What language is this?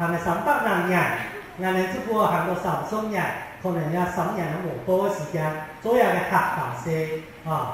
Hakka Chinese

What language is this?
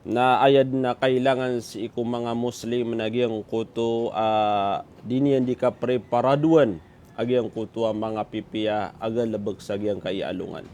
Maranao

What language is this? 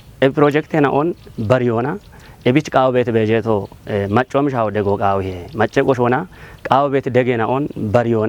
Kafa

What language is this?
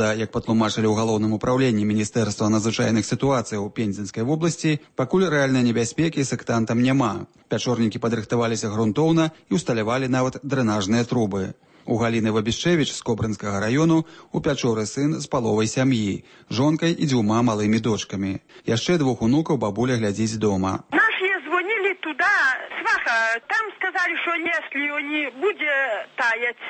Belarusian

